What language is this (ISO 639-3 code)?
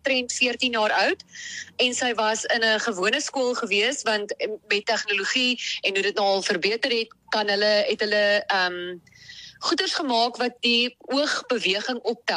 afr